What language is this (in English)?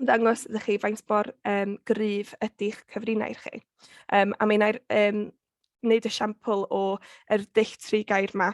Welsh